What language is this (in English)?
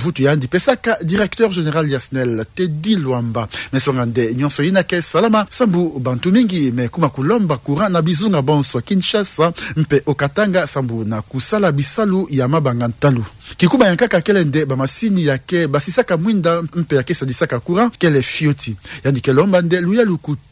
Kituba (Democratic Republic of Congo)